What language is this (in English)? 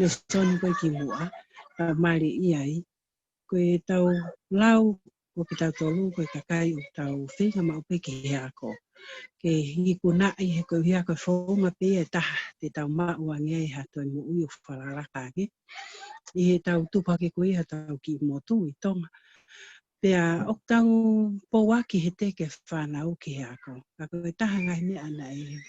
Tongan